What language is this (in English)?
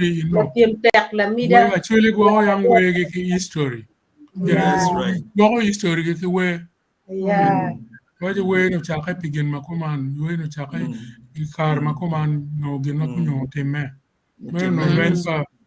Acoli